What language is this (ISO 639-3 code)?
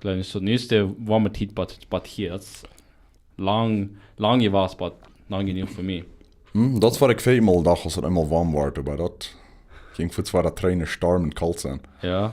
pdt